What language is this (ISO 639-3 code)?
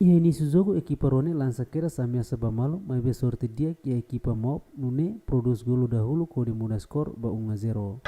tet